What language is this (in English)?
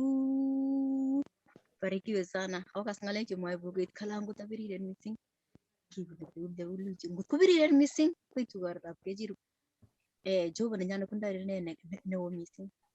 Kalenjin